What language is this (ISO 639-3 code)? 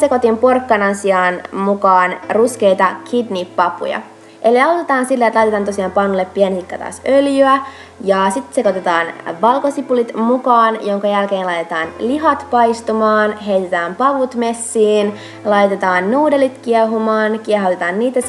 fin